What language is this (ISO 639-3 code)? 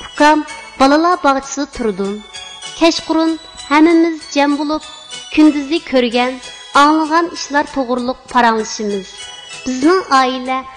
uig